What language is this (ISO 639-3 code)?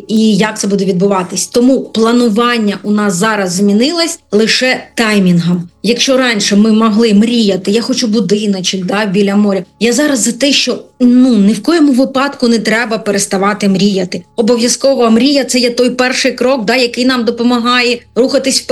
ukr